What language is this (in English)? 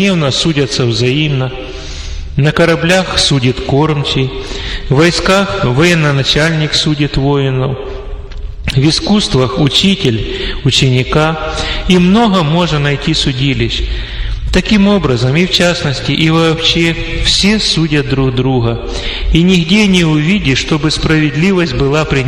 Russian